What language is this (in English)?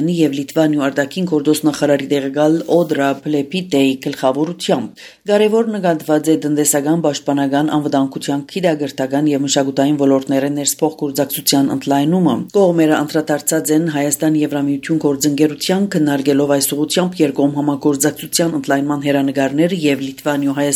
Armenian